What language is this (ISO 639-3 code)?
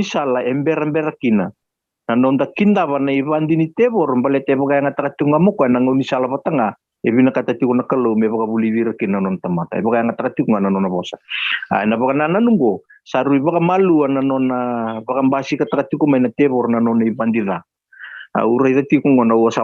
fij